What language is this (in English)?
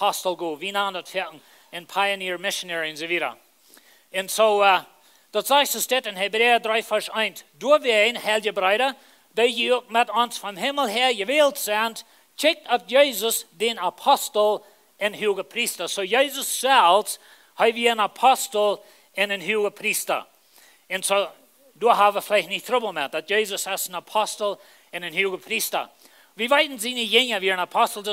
Plautdietsch